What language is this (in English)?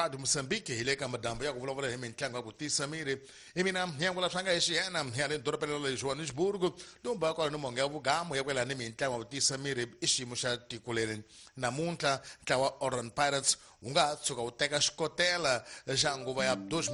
Tsonga